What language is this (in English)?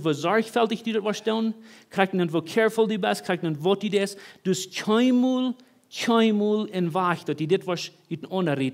Plautdietsch